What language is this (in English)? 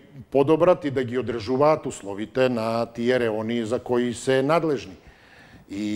Macedonian